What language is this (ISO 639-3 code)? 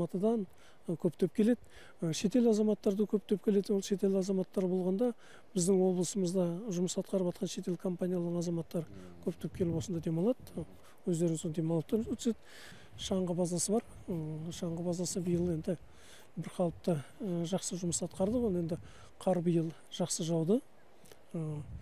kaz